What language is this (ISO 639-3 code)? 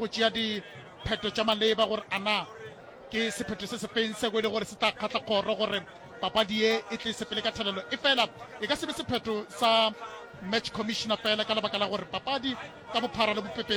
nso